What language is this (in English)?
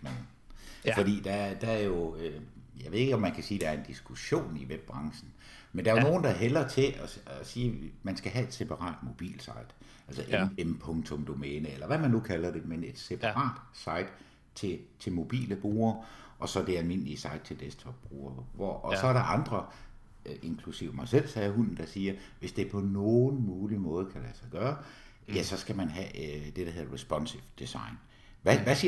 Danish